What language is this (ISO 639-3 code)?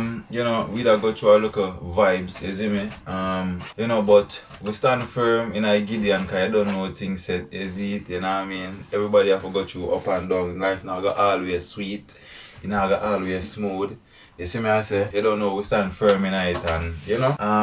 jam